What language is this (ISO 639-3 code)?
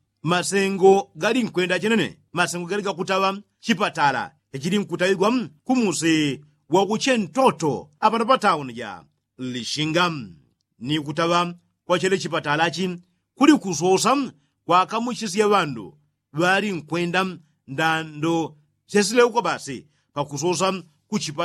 yao